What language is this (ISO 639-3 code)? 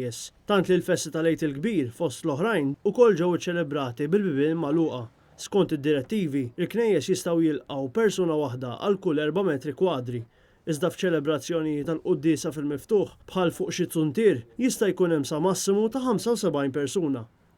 mlt